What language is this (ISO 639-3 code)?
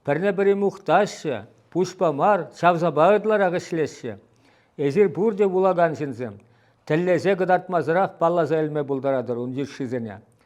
chv